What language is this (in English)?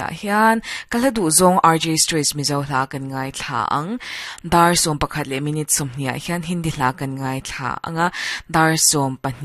Mizo